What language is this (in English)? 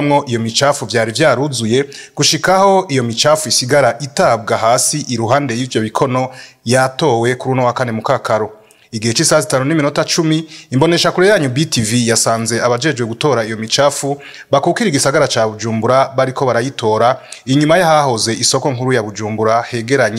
Rundi